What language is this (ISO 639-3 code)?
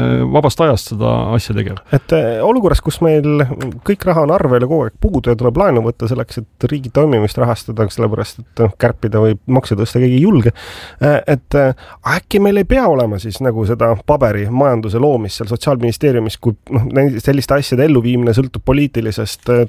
est